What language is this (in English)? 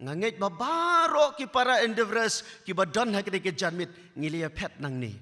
Khasi